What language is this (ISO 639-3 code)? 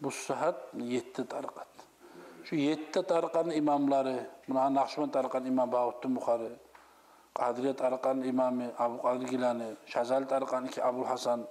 kum